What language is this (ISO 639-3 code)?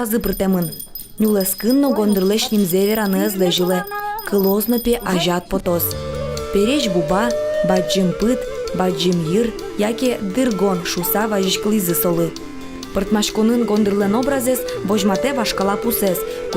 udm